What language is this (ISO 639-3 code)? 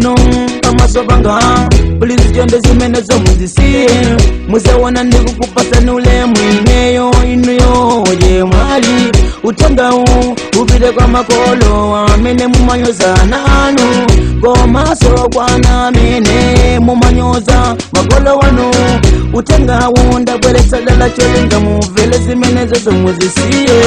nya